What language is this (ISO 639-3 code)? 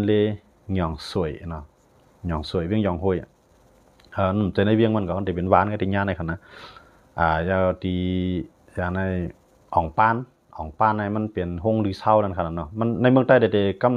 shn